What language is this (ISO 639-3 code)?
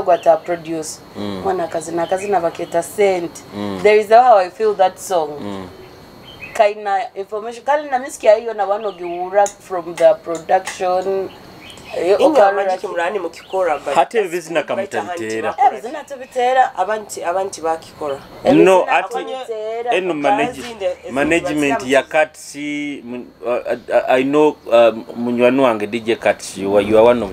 nyo